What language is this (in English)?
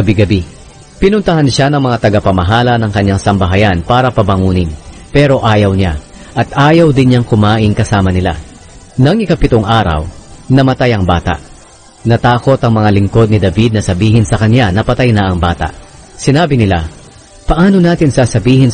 Filipino